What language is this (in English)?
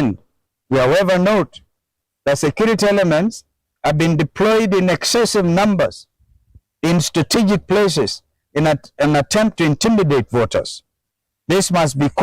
Kamba